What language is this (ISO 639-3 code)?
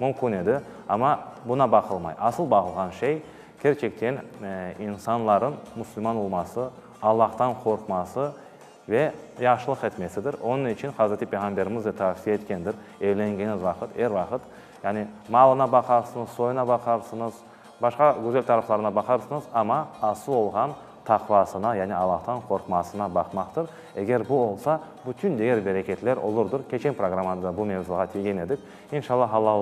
crh